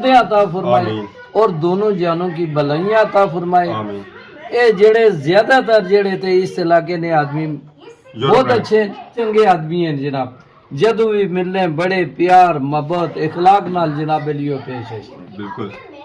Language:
Pahari-Potwari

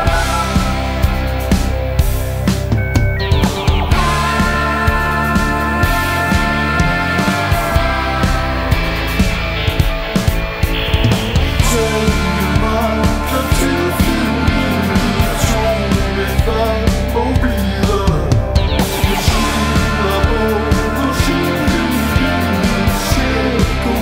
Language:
Icelandic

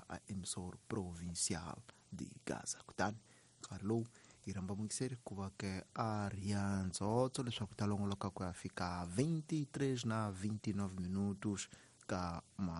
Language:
Tsonga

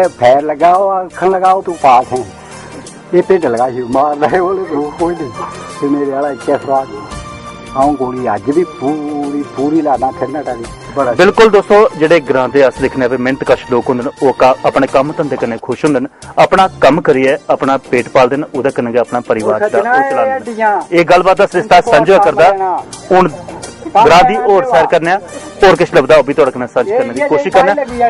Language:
Dogri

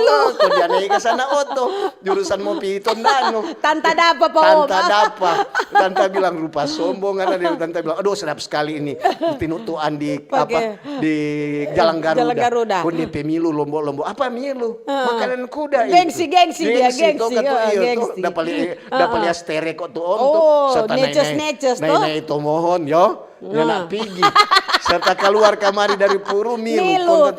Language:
Manado Malay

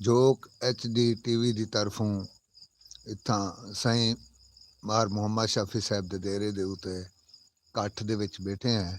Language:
Saraiki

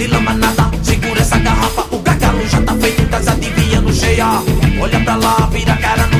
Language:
Portuguese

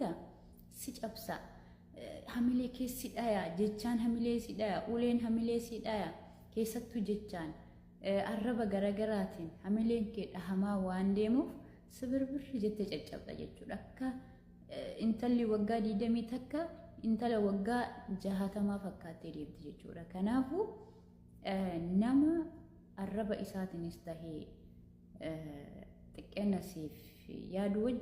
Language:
Oromo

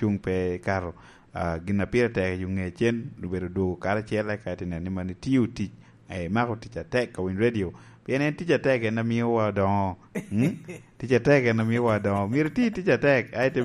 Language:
Lango (Uganda)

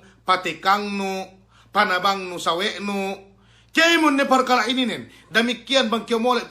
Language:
Yakan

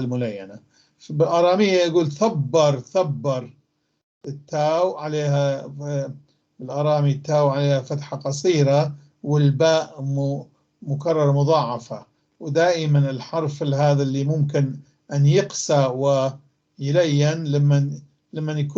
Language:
North Levantine Arabic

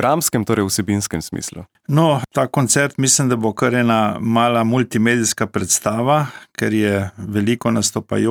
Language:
Slovenian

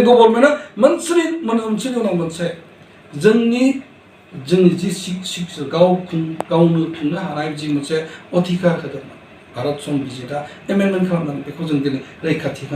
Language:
Bodo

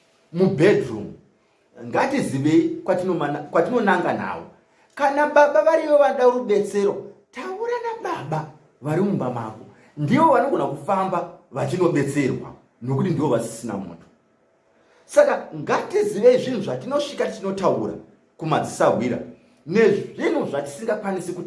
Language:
Shona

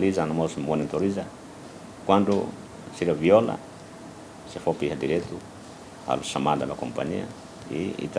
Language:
Tetum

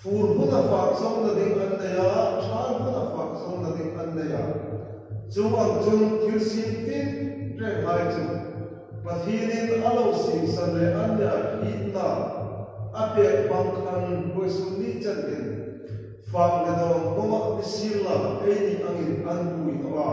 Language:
Hmar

